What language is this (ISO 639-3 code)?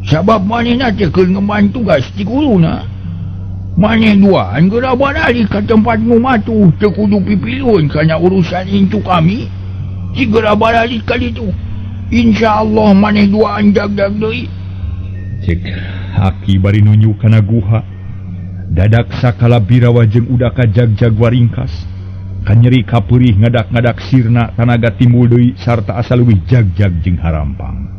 sun